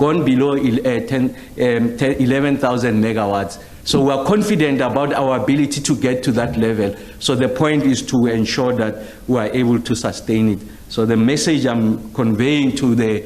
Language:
Venda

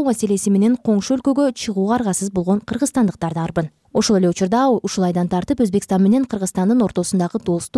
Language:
Kyrgyz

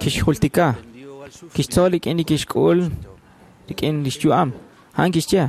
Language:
Kekchí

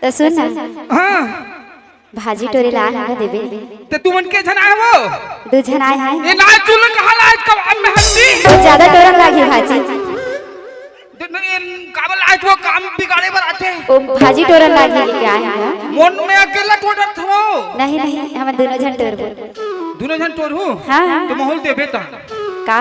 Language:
Chhattisgarhi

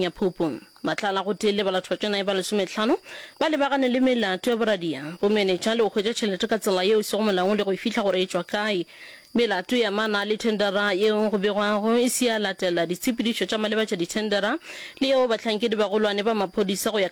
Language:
Northern Sotho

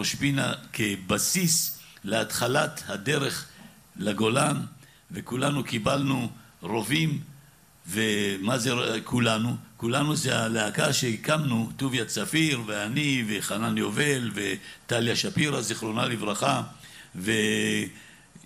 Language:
Hebrew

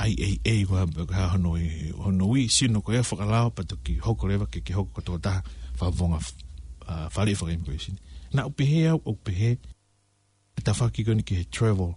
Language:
Tongan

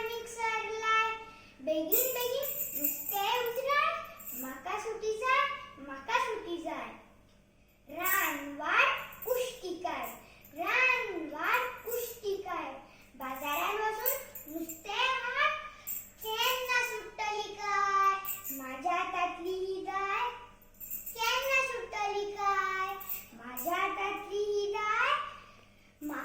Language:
Konkani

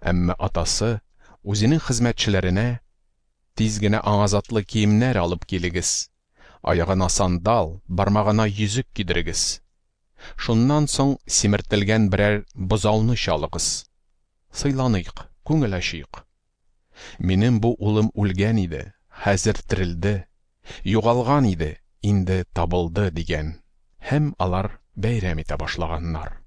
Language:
Tatar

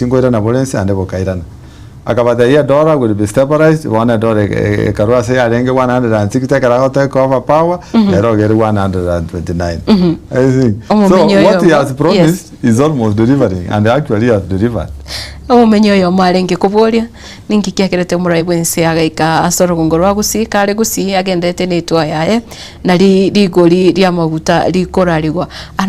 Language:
Gusii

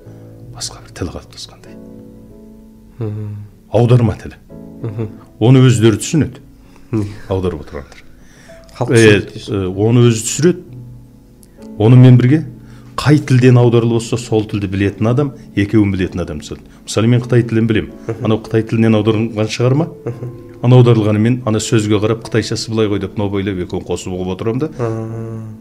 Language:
Kazakh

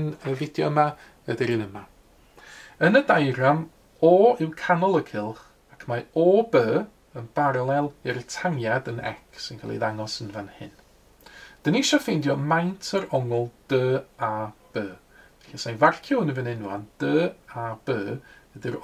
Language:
Welsh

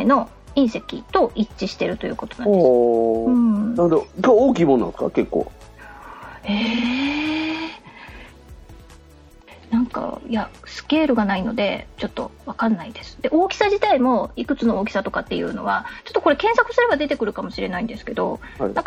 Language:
Japanese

